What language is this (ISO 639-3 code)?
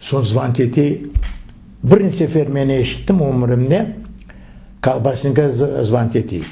crh